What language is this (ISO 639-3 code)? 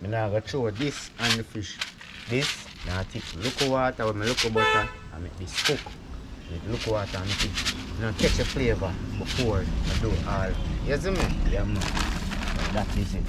jam